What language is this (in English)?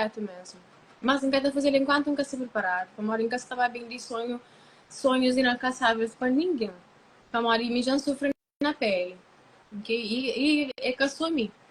Kabuverdianu